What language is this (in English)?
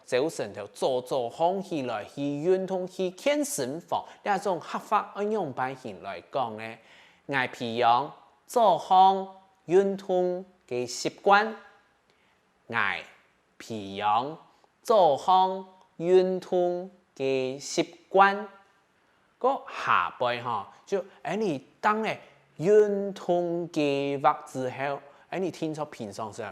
Hakka Chinese